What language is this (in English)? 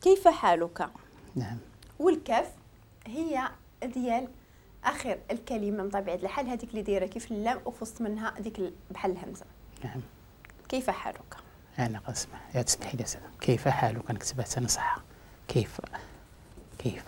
Moroccan Arabic